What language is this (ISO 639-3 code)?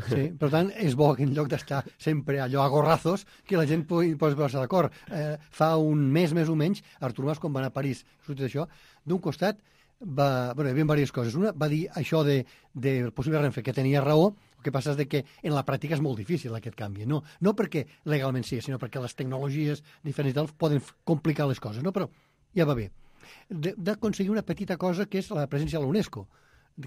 cat